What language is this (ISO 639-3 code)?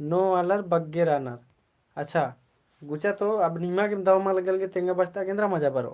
kru